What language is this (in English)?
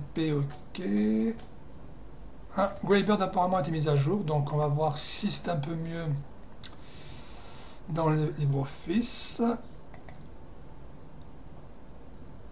French